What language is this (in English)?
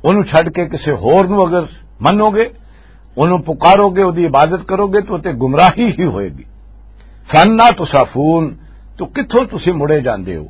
Western Panjabi